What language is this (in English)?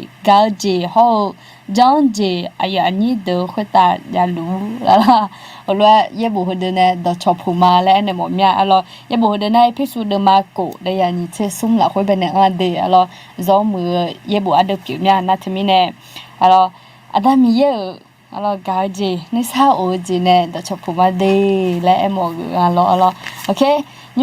Akha